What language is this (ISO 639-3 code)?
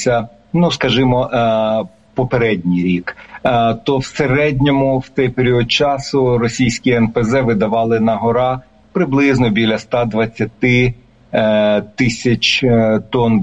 ukr